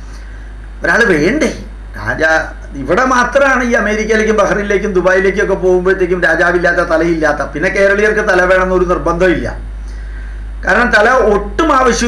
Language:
Malayalam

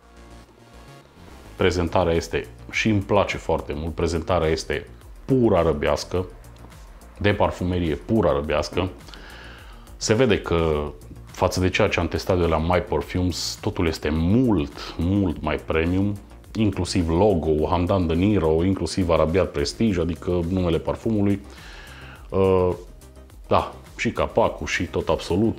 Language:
Romanian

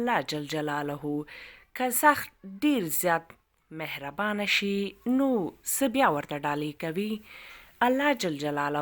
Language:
Pashto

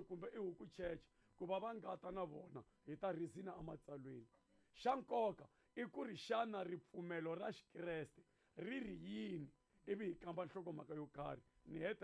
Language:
Tsonga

